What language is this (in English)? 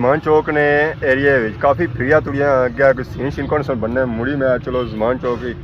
Pahari-Potwari